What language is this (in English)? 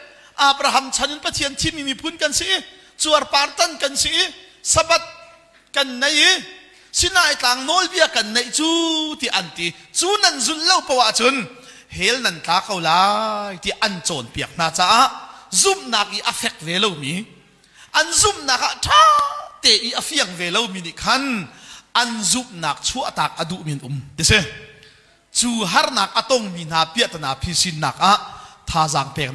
Hakha Chin